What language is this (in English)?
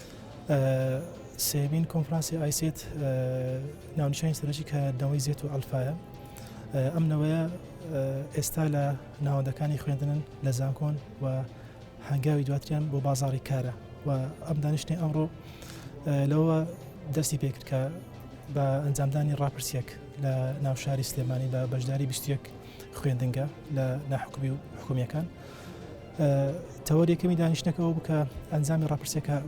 Central Kurdish